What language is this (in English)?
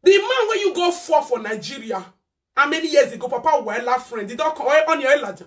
Nigerian Pidgin